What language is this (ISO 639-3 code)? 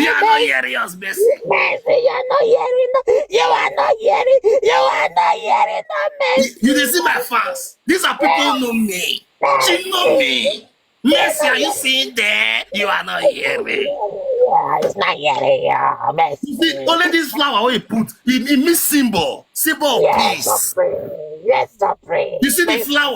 pcm